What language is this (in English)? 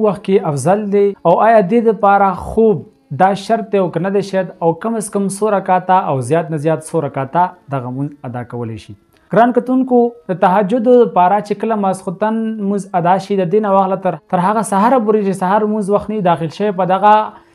Pashto